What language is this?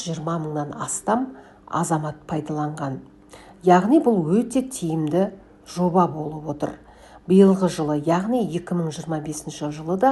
Kazakh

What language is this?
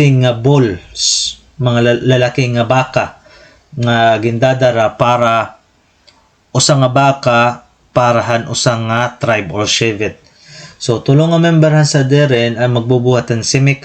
Waray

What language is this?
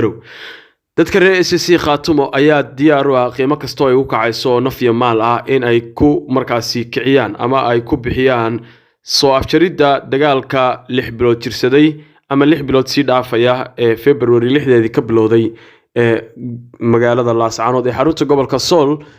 Somali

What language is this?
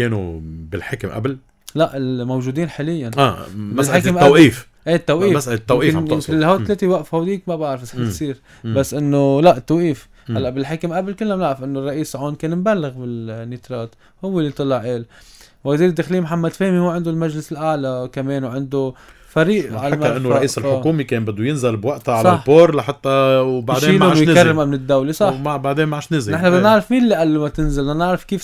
North Levantine Arabic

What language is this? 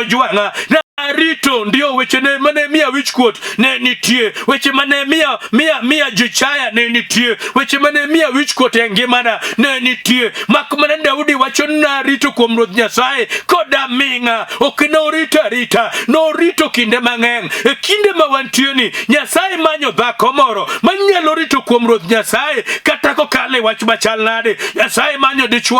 Luo (Kenya and Tanzania)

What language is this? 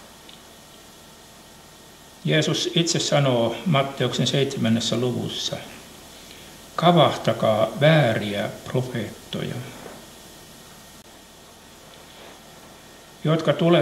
Finnish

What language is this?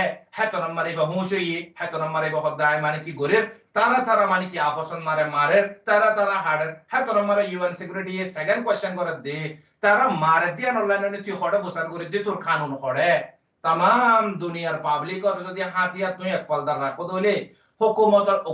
Rohingya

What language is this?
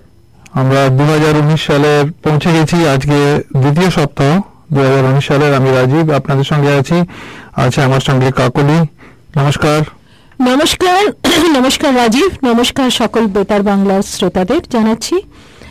Bangla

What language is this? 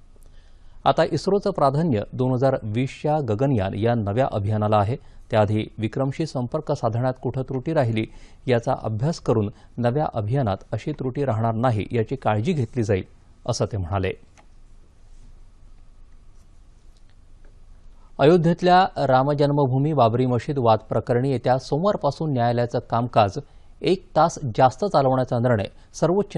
Marathi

